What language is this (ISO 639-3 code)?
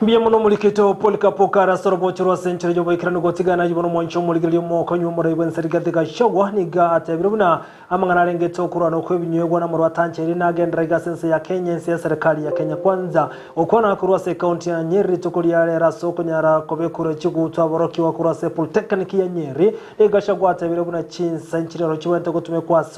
guz